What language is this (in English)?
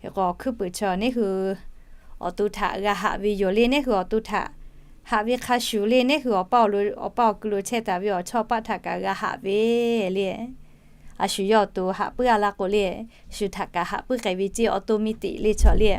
Lahu